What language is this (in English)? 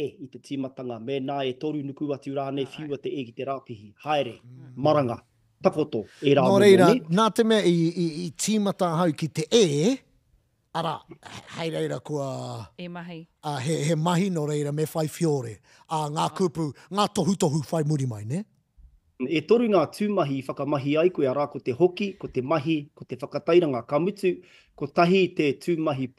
Māori